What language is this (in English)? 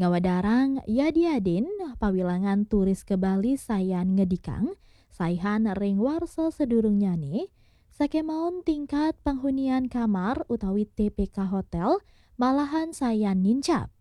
Balinese